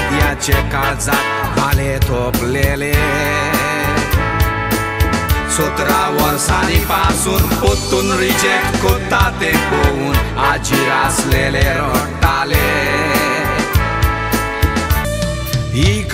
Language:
Konkani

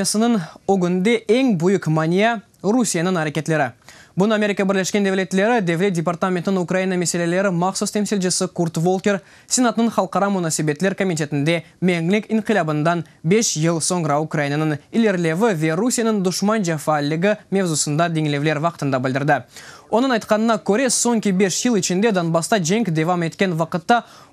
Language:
Crimean Tatar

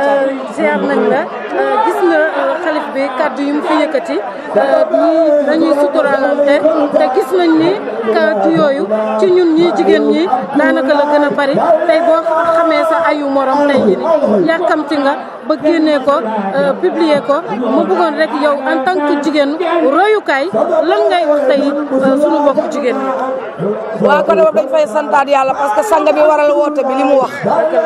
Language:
Wolof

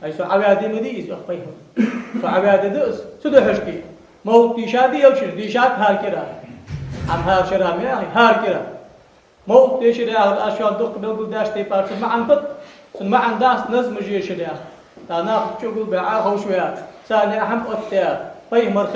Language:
Ingush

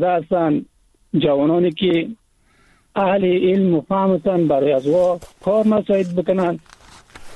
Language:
Persian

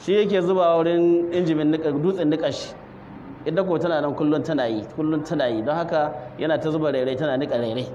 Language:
Hausa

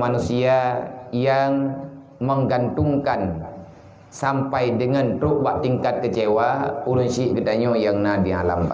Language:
Achinese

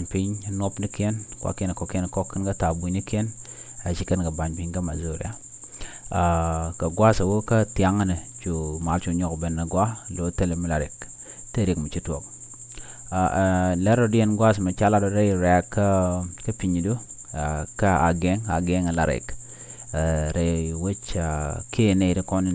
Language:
Nuer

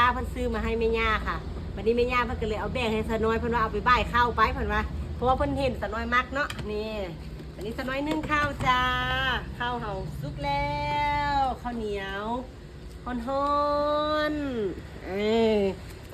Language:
Northeastern Thai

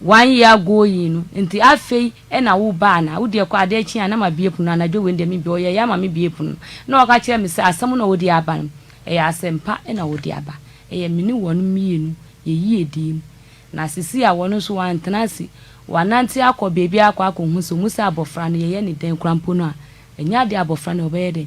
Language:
Akan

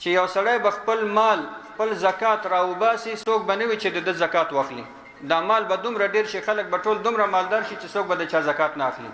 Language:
Pashto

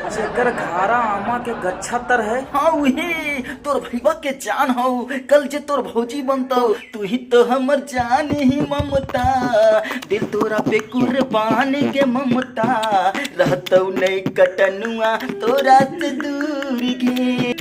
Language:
Magahi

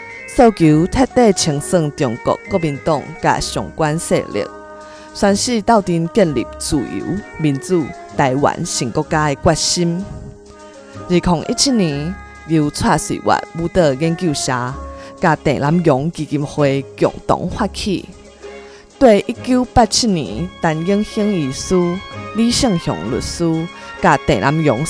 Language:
Min Nan Chinese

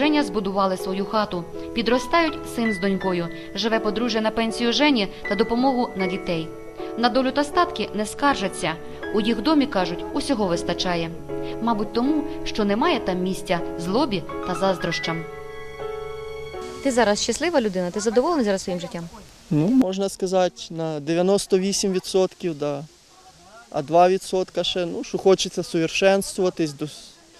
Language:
Ukrainian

